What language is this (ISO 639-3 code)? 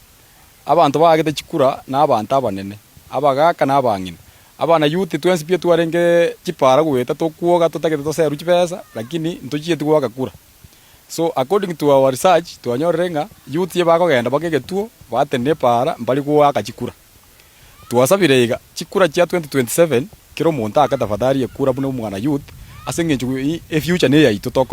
guz